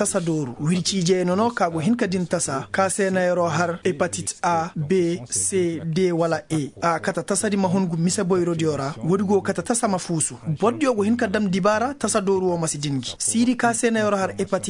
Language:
Koyraboro Senni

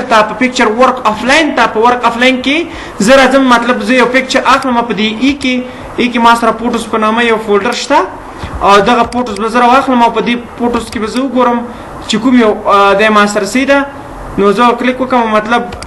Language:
Pashto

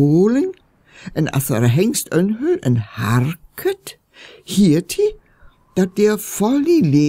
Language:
Northern Frisian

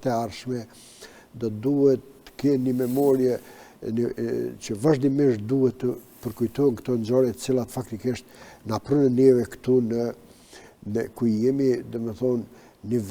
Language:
Albanian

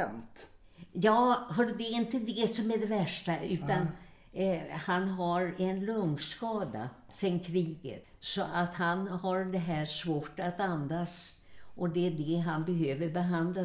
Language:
Swedish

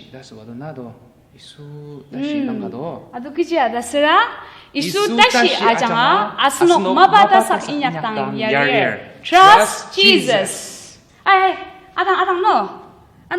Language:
Ao Naga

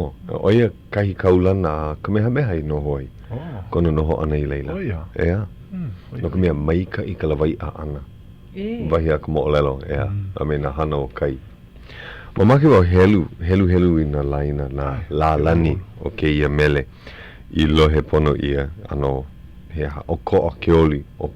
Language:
Hawaiian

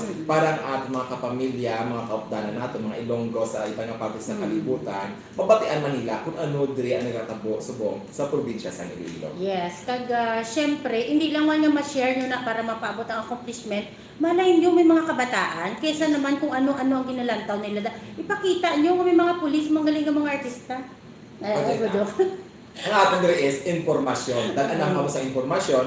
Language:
Hiligaynon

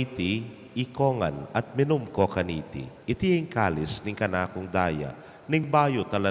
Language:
Pampanga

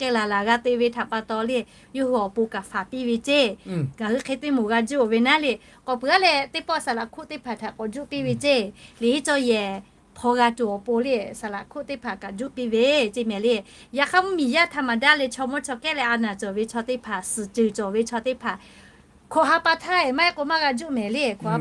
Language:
Lahu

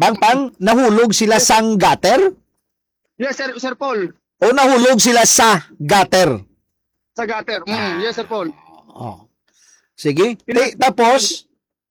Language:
Hiligaynon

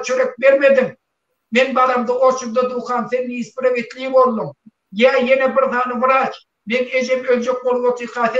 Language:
Turkmen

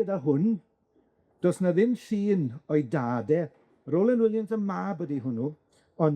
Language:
Welsh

